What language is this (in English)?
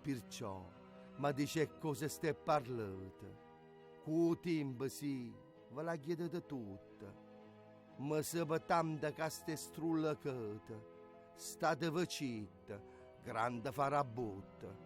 Neapolitan